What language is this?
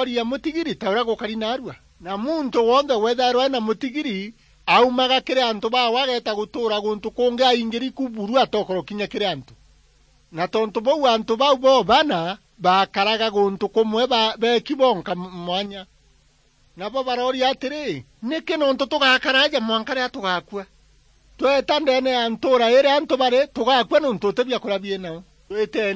Meru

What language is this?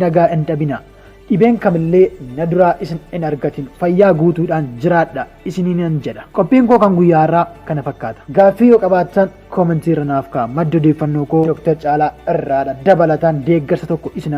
Oromo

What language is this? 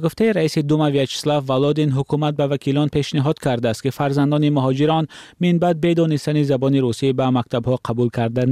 Persian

